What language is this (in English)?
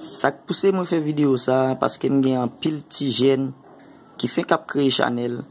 Haitian Creole